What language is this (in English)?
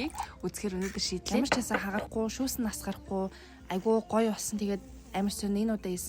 Mongolian